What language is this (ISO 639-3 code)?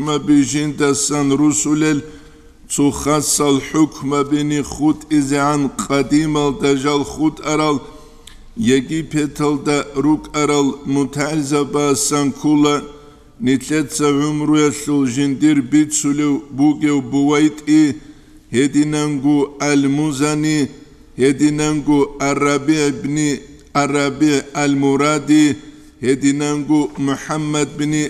ava